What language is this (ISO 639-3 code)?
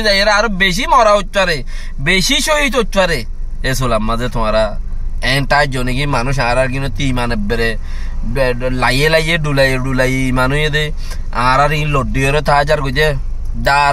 rhg